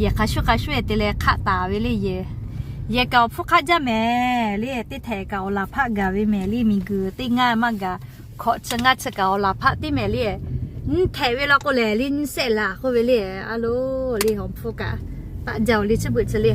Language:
Lahu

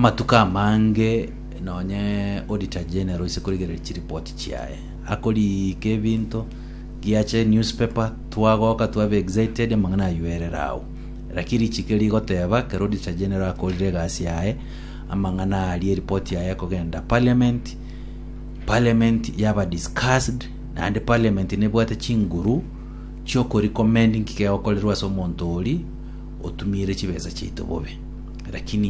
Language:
Gusii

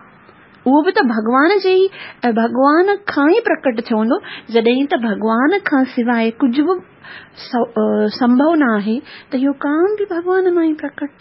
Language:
Sindhi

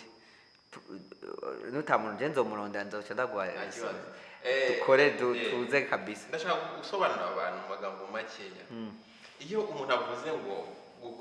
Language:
Rundi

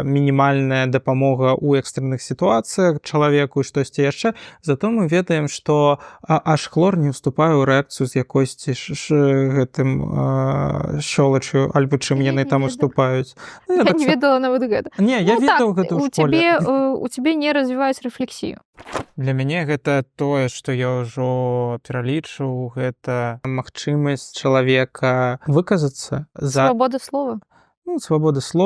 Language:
Belarusian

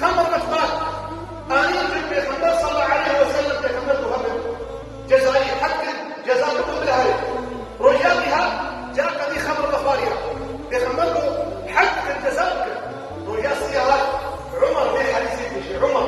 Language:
Kurdish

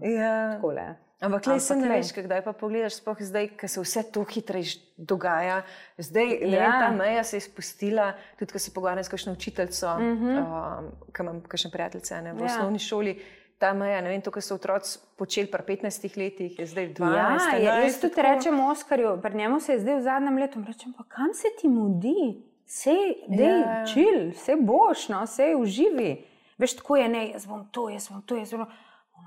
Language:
Slovenian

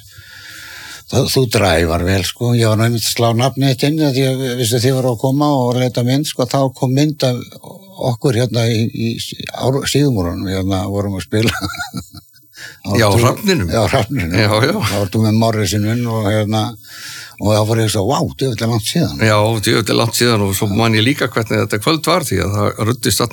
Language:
Icelandic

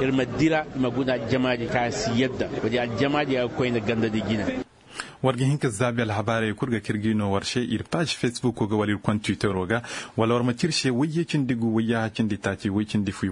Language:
Zarma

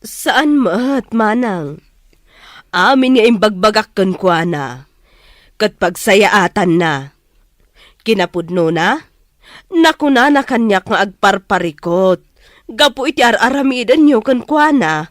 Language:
Iloko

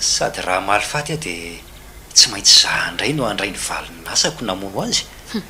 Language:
Malagasy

